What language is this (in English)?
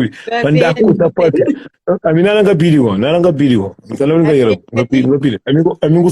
Kabuverdianu